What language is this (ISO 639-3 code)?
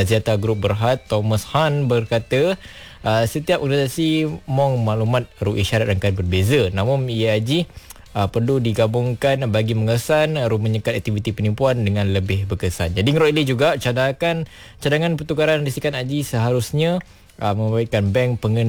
msa